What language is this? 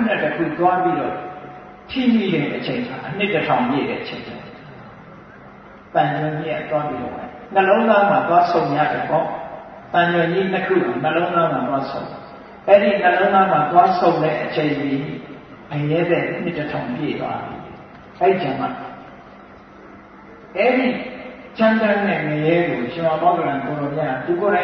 Burmese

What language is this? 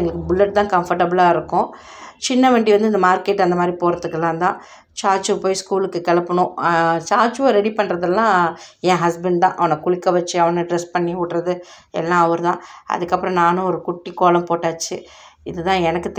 Tamil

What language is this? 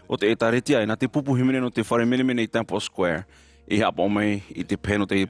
Tahitian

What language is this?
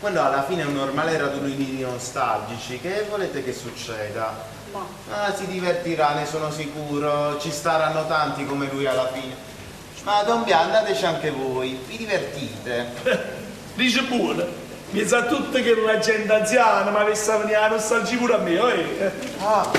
Neapolitan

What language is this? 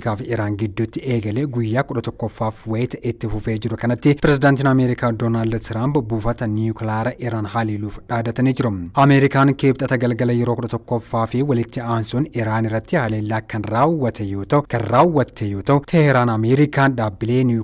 Oromo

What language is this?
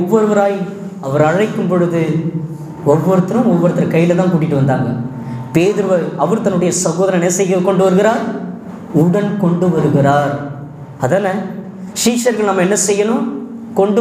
Tamil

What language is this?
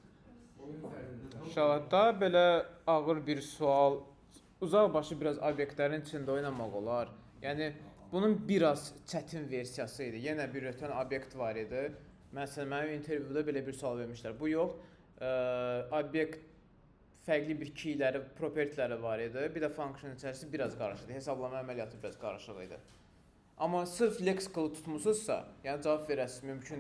Azerbaijani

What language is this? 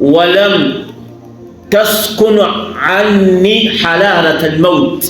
Ganda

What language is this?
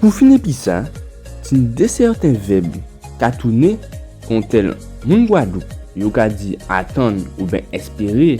Guadeloupean Creole French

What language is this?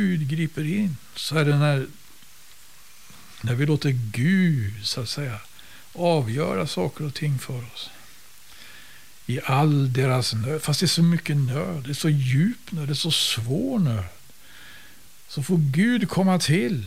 Swedish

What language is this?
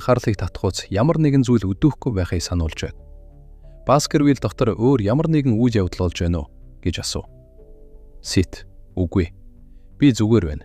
Mongolian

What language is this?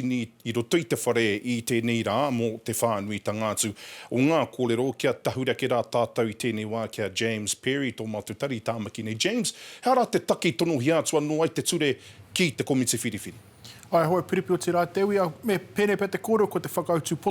Māori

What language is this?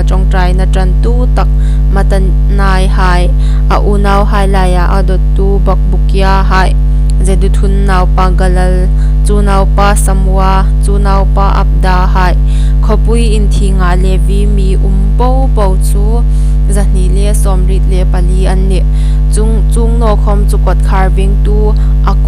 Hmar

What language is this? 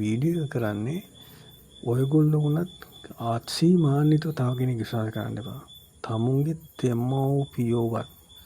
Sinhala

